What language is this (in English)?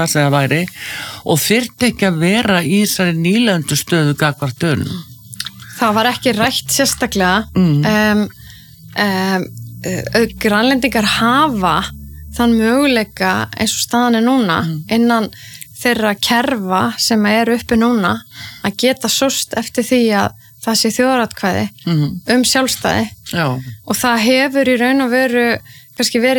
Icelandic